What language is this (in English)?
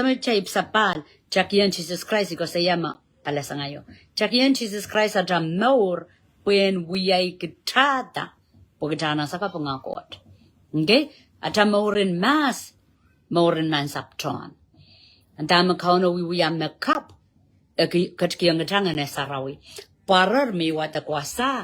Pohnpeian